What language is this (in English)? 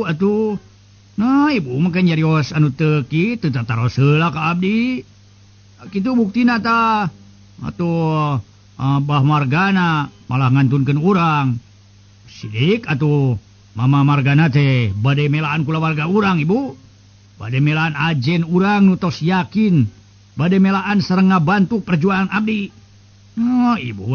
Sundanese